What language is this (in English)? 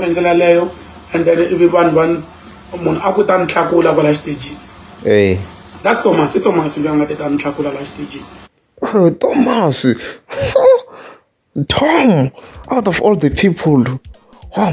Tsonga